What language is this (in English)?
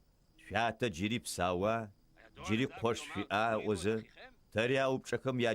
Adyghe